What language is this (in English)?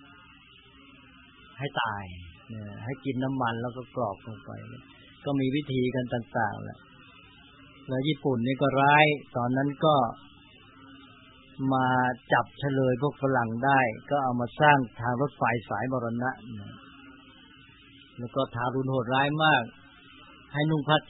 Thai